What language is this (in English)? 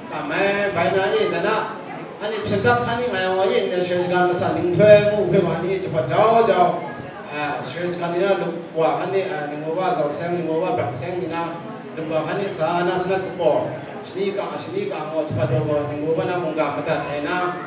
Kachin